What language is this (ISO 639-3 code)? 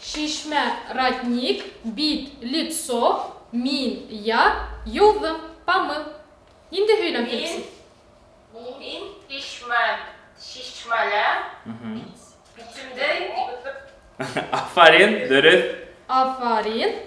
bak